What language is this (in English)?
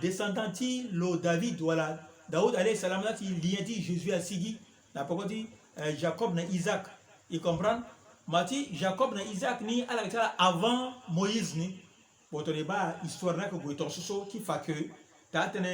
Sango